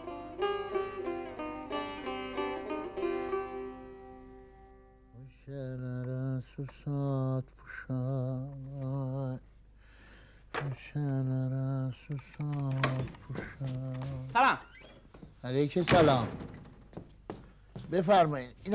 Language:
Persian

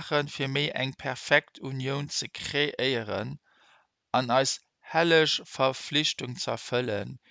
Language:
Luxembourgish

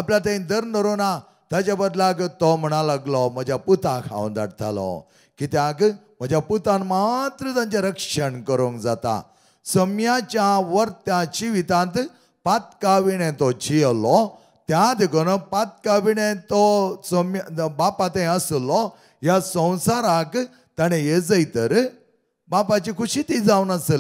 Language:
Konkani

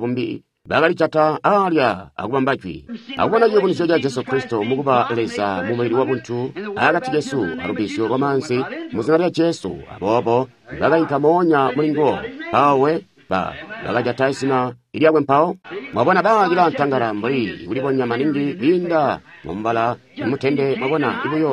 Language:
Tonga (Zambia)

